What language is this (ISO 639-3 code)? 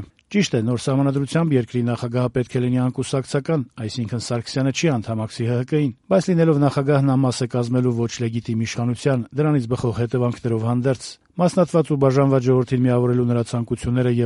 hye